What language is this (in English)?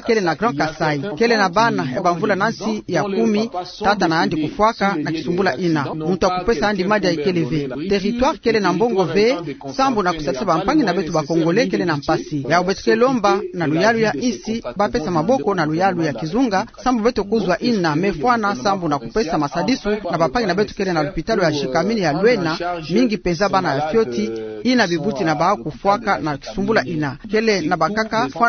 Kituba (Democratic Republic of Congo)